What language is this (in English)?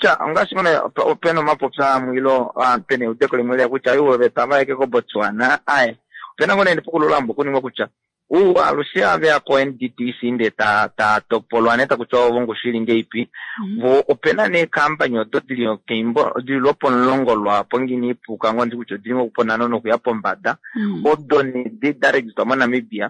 Kuanyama